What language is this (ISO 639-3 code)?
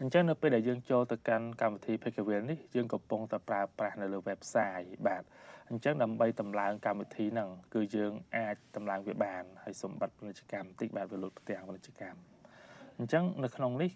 khm